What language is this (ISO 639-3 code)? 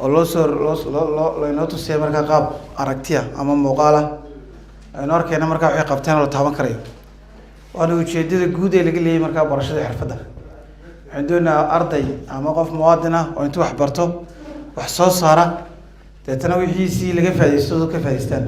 som